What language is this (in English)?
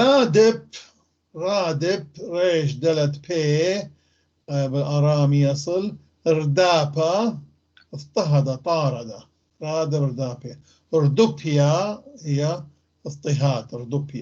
North Levantine Arabic